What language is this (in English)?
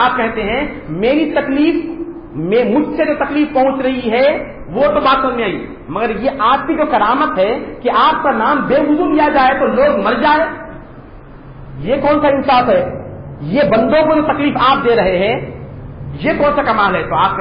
Urdu